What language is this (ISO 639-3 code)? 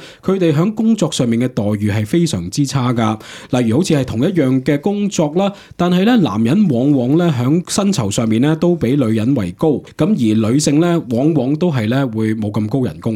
yue